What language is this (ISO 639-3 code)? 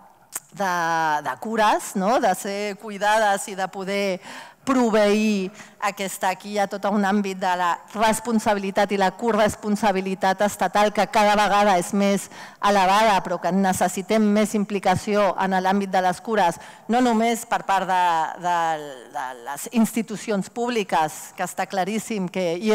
cat